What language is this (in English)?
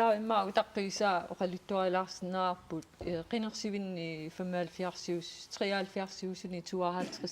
Kalaallisut